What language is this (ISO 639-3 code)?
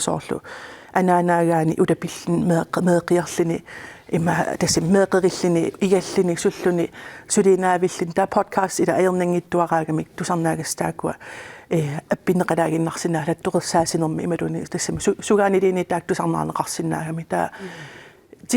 kal